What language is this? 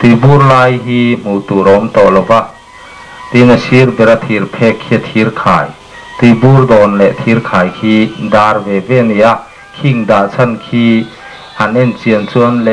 Mizo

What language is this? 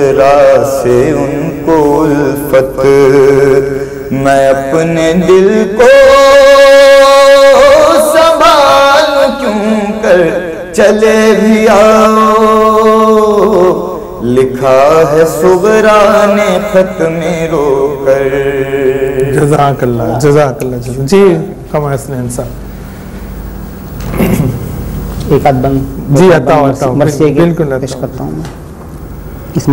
Urdu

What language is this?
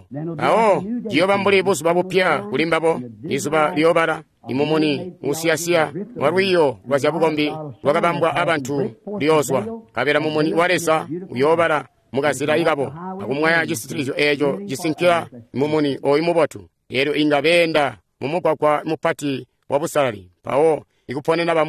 Tonga (Zambia)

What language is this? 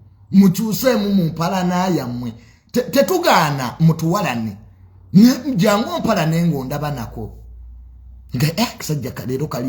Ganda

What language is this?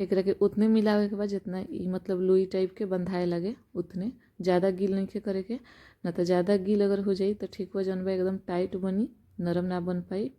Bhojpuri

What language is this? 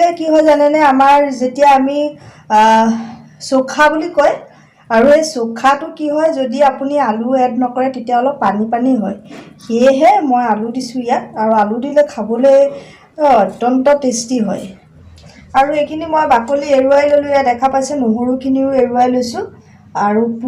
Assamese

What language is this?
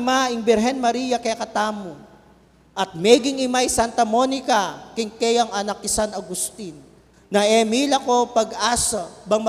Pampanga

